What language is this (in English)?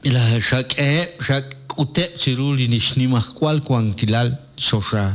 Kekchí